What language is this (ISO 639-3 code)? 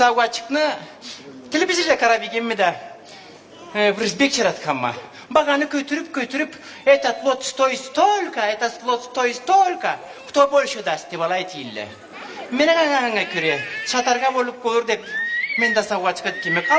krc